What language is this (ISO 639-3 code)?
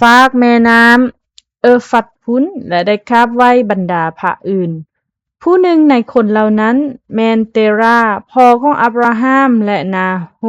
lao